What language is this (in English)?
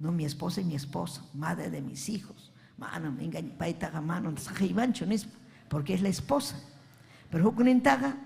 Ayacucho Quechua